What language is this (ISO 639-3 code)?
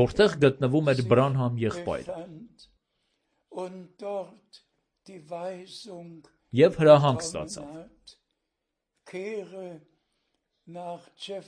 hye